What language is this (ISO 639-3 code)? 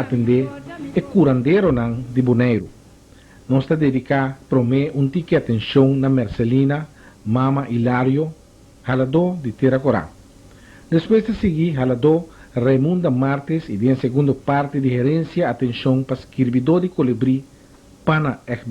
pap